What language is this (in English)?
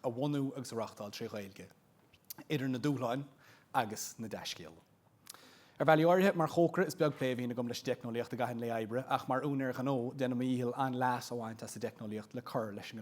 Irish